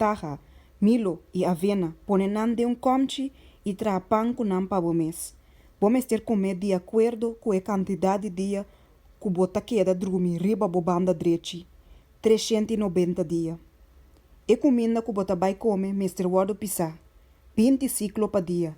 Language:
Papiamento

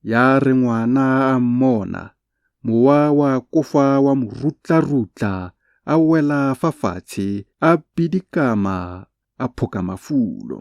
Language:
Tswana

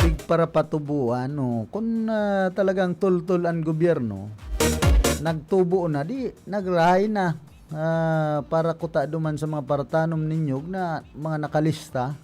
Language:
Bikol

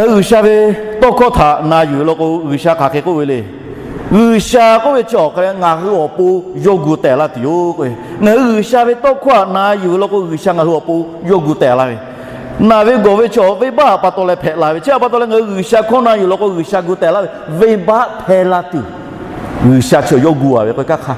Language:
Lahu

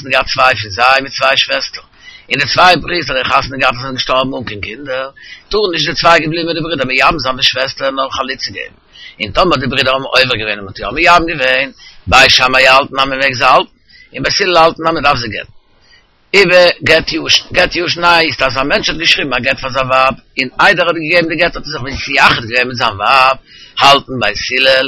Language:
Yiddish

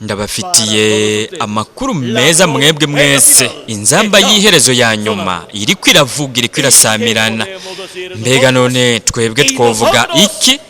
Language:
Rundi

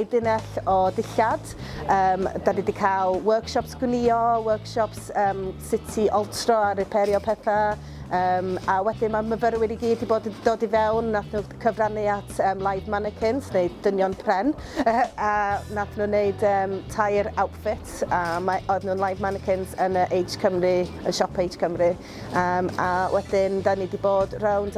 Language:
Welsh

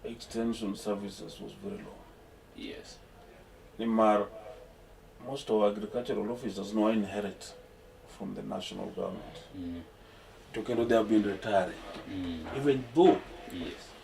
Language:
Luo (Kenya and Tanzania)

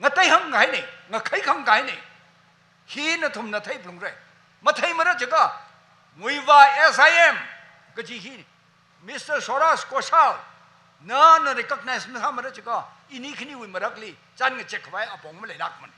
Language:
Tangkhul Naga (India)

